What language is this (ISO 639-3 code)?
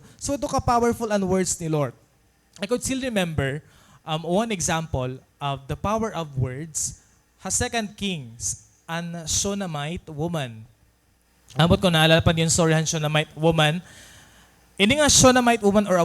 war